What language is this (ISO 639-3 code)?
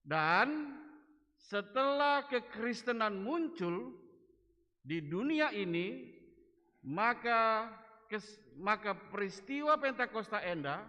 btx